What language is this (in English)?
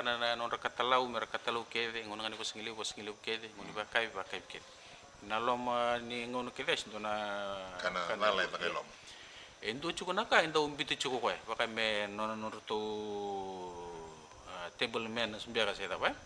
Fijian